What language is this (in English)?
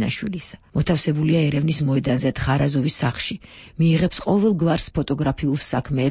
Georgian